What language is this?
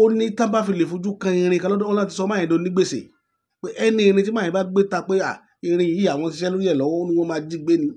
Yoruba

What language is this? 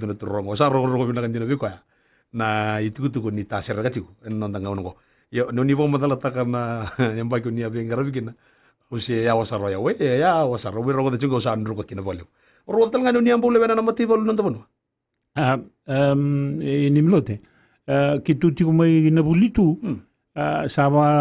Fijian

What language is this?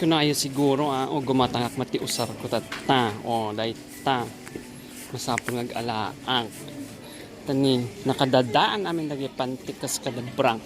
Iloko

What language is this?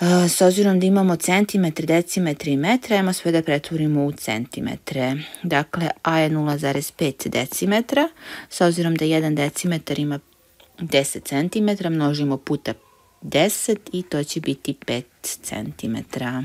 Serbian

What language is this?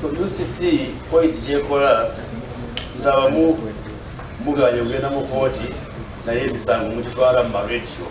Ganda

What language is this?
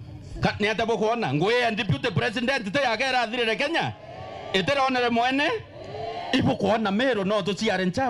Meru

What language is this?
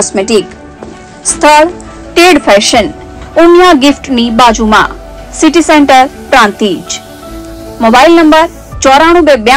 Gujarati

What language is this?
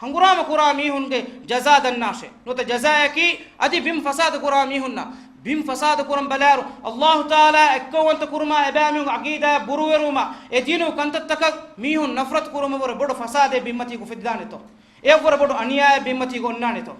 Divehi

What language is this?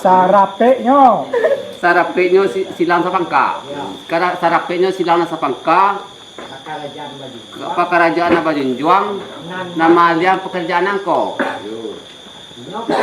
Minangkabau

